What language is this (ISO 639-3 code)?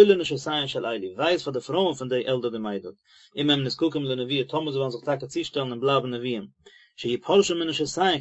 yid